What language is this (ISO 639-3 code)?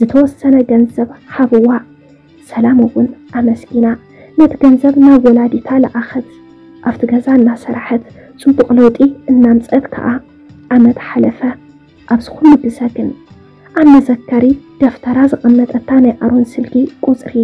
tir